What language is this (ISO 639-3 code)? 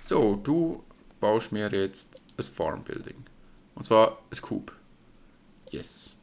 gsw